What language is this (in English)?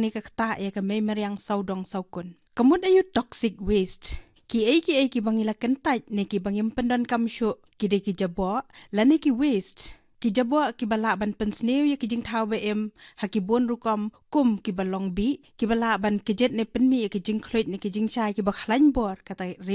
Khasi